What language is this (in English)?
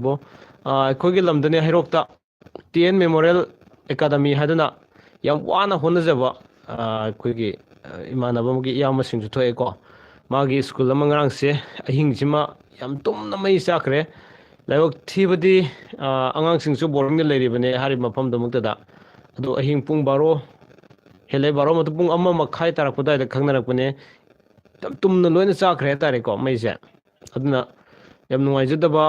Manipuri